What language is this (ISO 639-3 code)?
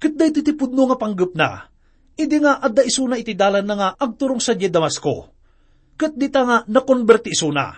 ilo